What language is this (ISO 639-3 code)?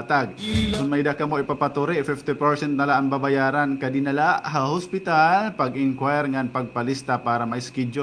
war